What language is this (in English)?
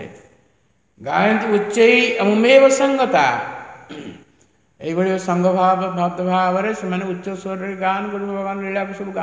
Odia